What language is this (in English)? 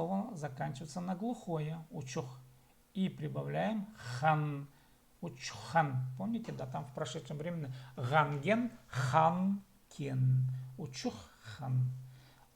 Khakas